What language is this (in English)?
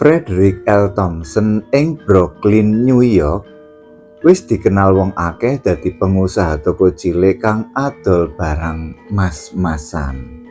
Javanese